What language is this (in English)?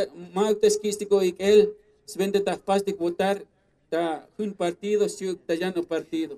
Tzotzil